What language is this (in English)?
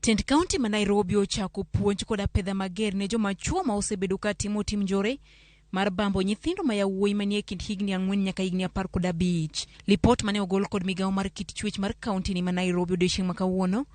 Luo (Kenya and Tanzania)